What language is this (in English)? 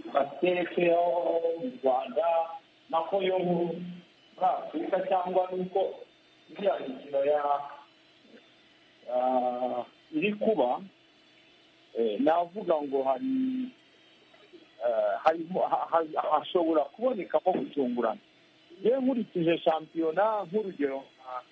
Kinyarwanda